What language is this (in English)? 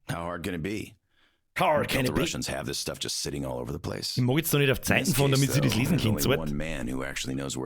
Bavarian